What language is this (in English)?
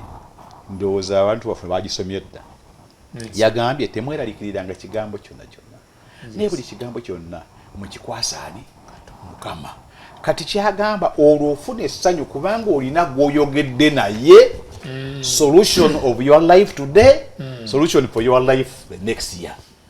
Ganda